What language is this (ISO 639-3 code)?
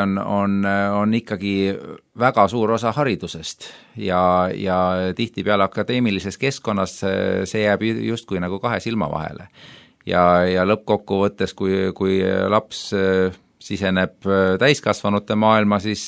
est